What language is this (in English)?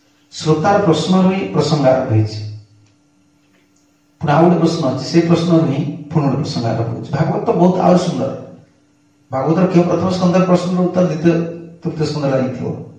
Odia